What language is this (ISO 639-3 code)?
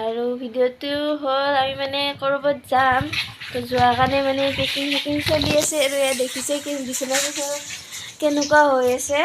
asm